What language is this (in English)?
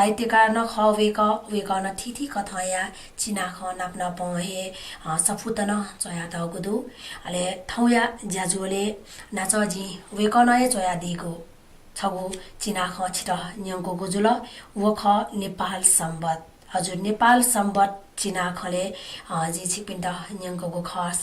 Newari